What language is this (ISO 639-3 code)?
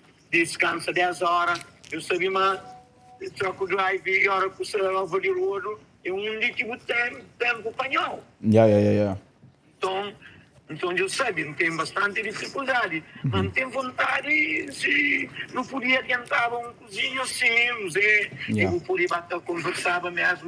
kea